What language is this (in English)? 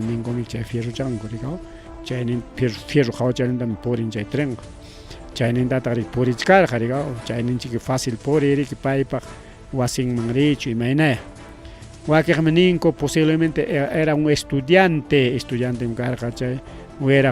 Ayacucho Quechua